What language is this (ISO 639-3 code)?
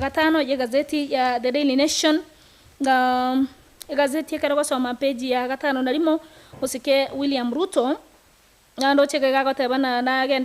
guz